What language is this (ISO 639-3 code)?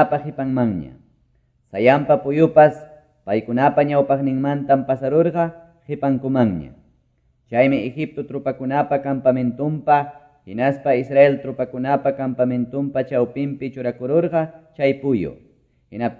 que